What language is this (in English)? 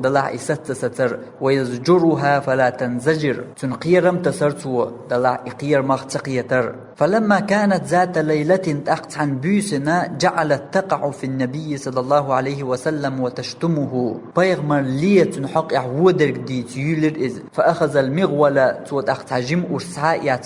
Chechen